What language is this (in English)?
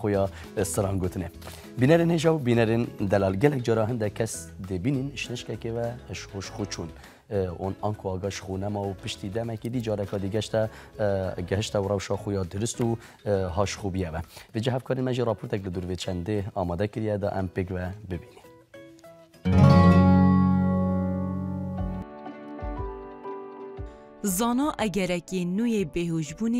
Kurdish